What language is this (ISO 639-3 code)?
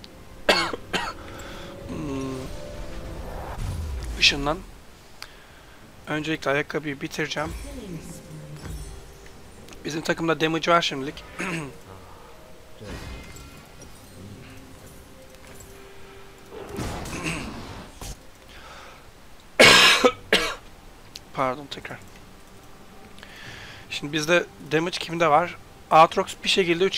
tur